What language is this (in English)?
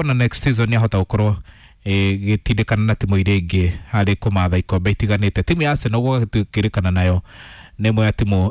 Kikuyu